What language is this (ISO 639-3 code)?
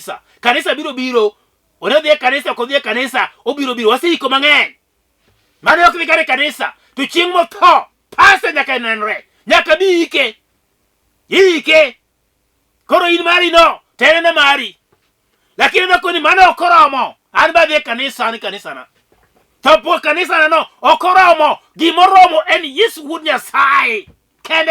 luo